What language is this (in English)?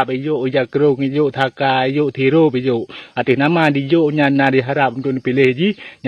Achinese